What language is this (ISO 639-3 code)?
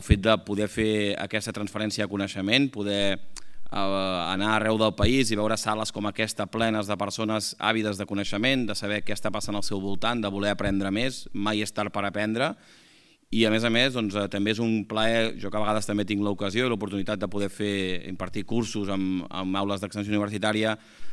cat